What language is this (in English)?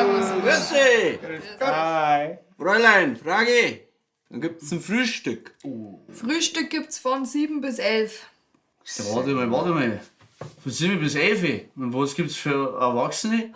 Bavarian